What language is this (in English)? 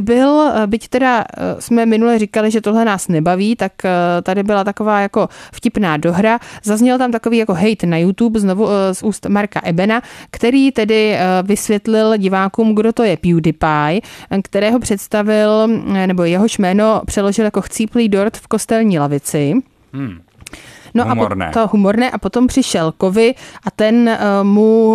Czech